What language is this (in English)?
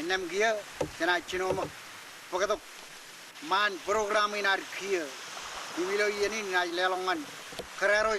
Marshallese